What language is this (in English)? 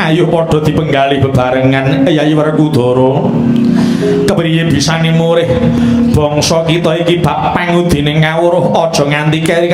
Javanese